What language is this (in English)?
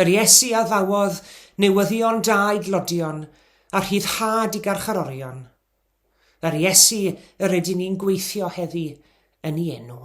Welsh